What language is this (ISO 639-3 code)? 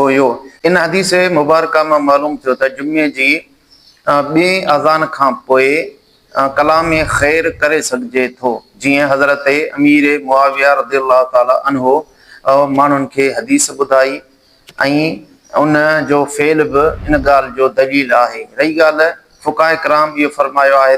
snd